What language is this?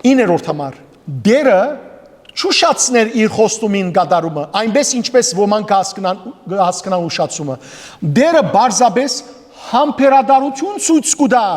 Western Armenian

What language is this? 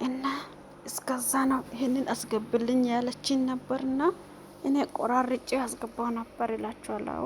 Amharic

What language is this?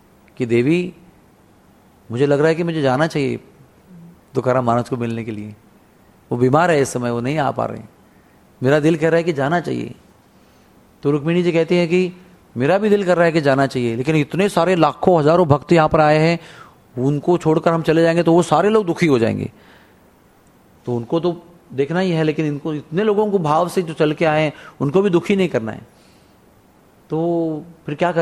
Hindi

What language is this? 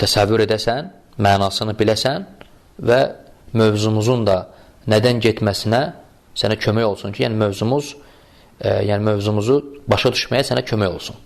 Azerbaijani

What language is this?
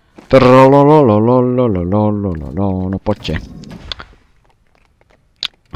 Slovak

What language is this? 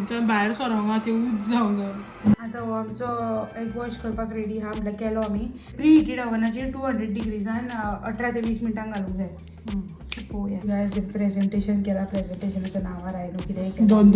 Konkani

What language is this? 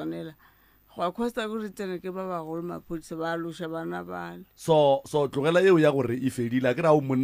Northern Sotho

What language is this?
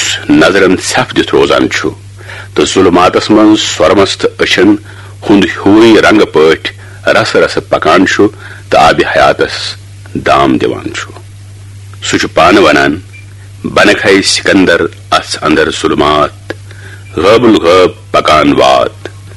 Kashmiri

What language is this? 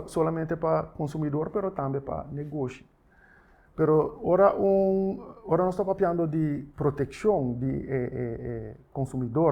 Papiamento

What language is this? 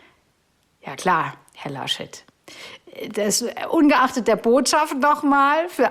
German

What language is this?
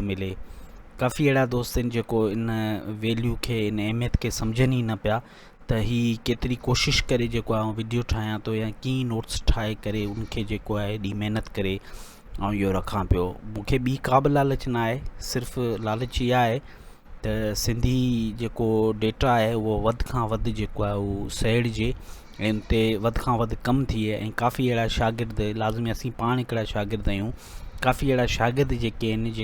Sindhi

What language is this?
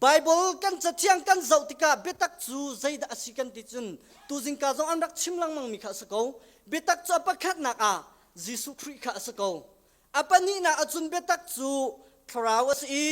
Hakha Chin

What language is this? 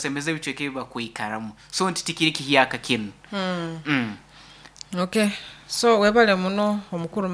Nyoro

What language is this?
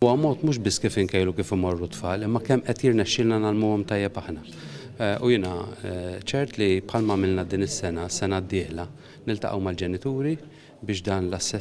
Maltese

